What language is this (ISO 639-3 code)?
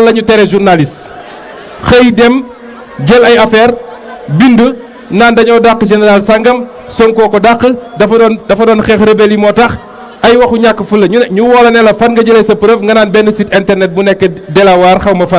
wol